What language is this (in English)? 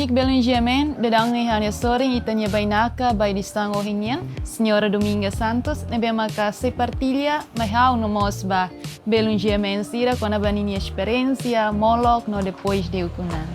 Tetum